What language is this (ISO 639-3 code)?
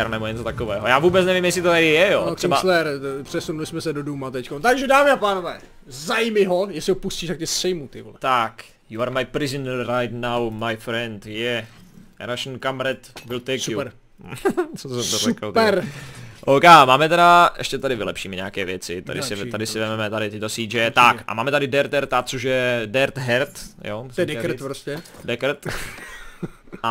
ces